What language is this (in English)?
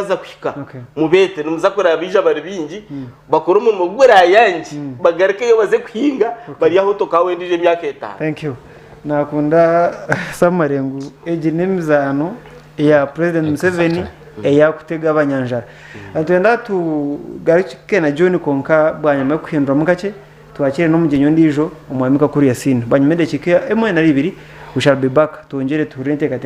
Nyankole